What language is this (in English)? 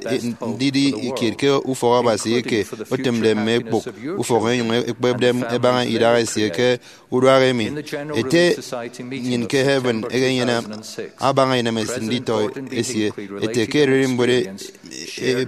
Efik